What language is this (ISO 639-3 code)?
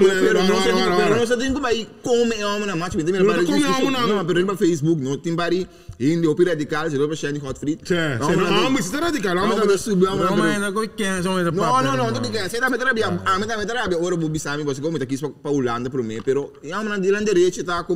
pap